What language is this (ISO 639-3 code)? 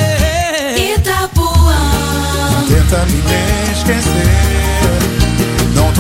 por